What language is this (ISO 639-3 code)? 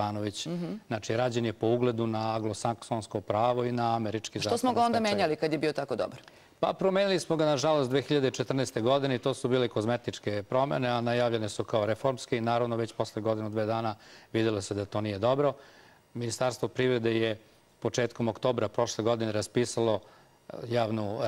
srp